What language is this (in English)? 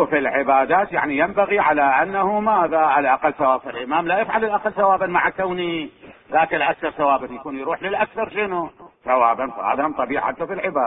Mesopotamian Arabic